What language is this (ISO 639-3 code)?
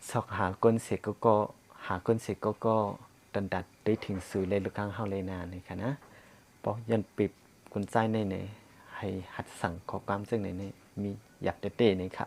shn